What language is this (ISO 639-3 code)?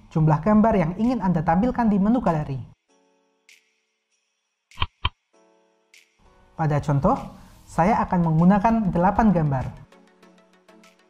ind